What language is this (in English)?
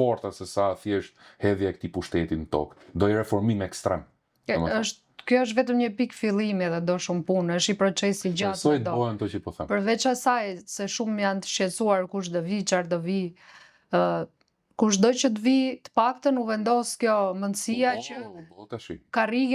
Albanian